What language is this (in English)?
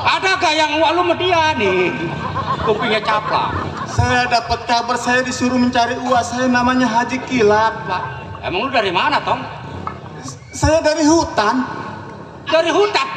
Betawi